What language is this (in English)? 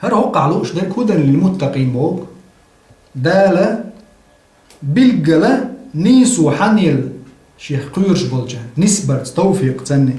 Chechen